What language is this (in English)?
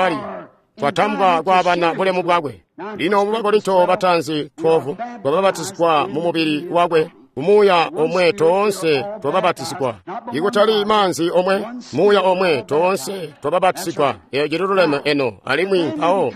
Tonga (Zambia)